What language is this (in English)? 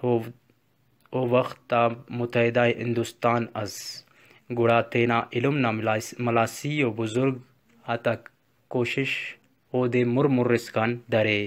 Brahui